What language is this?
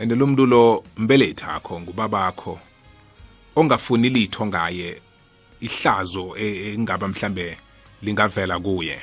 South Ndebele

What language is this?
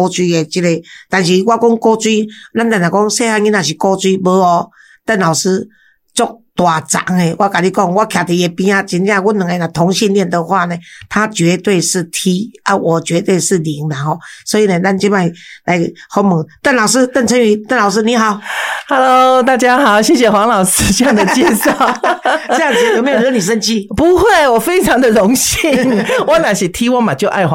Min Nan Chinese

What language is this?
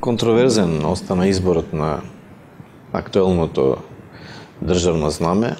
Macedonian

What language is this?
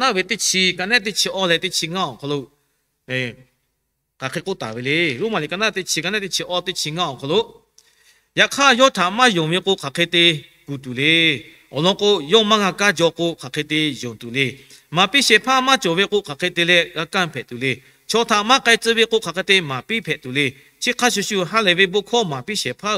Lahu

